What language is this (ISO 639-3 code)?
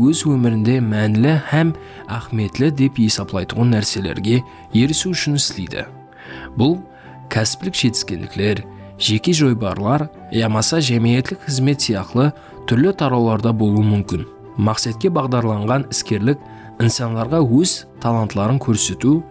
kaa